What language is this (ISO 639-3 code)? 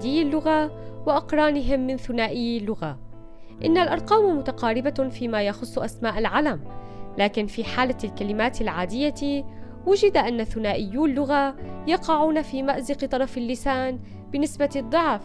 ara